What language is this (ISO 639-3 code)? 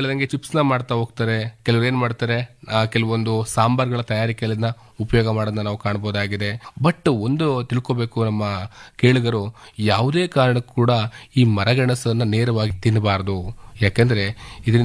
kan